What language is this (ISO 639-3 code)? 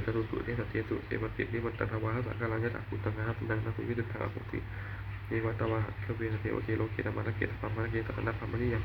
pli